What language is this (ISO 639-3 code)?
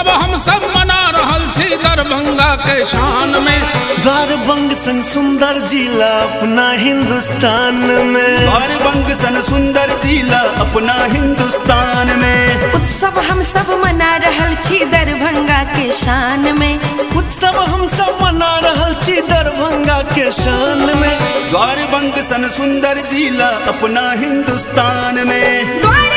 mai